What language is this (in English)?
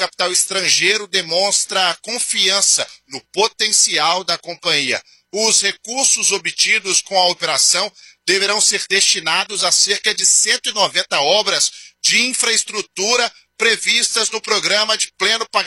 Portuguese